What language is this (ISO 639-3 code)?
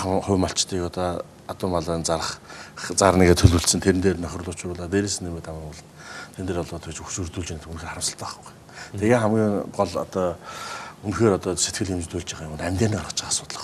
mon